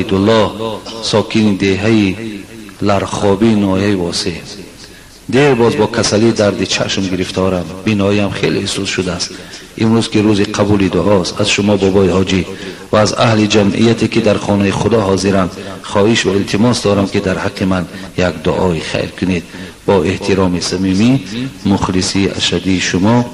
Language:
Tajik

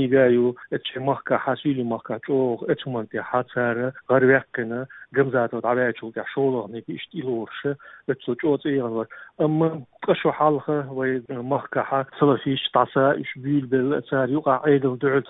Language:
Chechen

